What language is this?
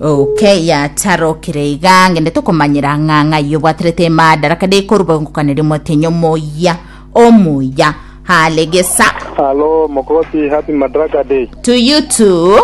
Gusii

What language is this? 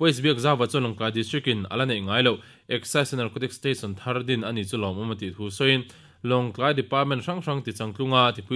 Mizo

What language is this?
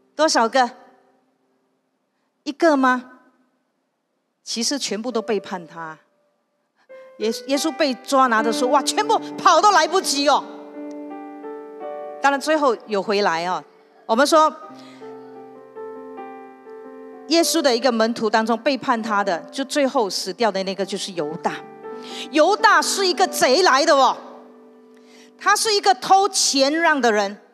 Chinese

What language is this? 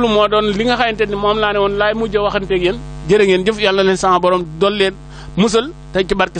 Wolof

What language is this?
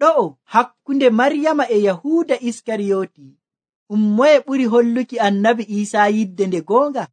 Nigerian Fulfulde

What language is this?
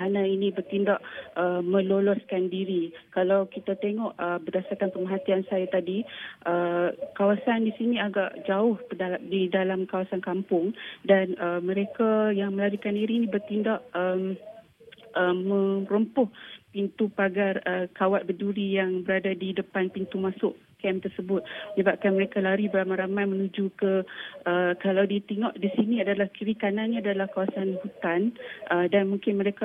Malay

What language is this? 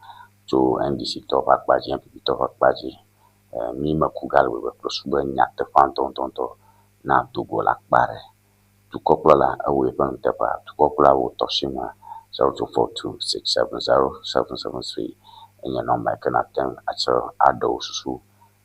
Ewe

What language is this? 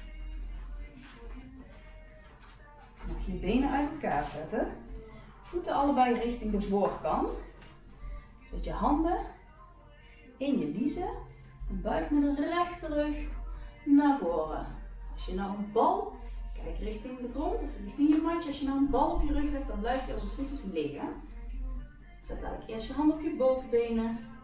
Dutch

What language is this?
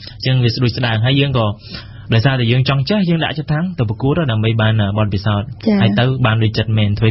Khmer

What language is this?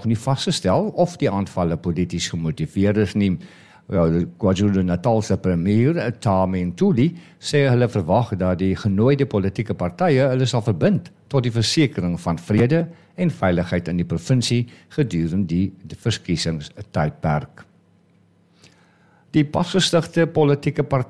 Afrikaans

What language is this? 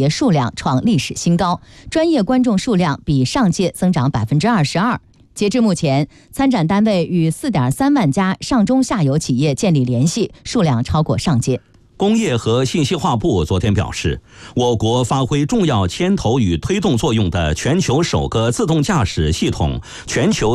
Chinese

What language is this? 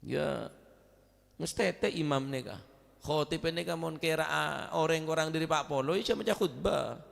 Madurese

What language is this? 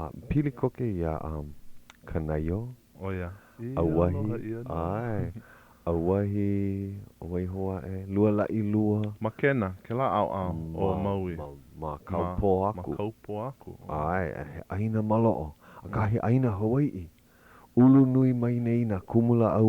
Hawaiian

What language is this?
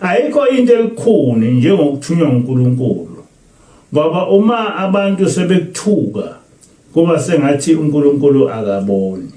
Zulu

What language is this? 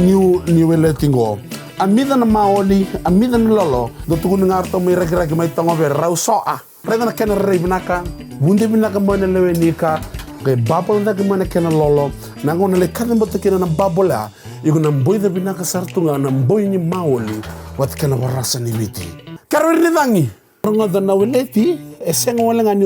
Fijian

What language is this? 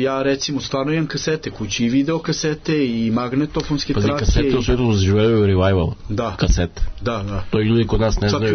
Serbian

